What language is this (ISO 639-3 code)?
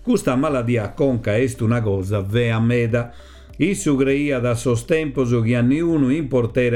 srd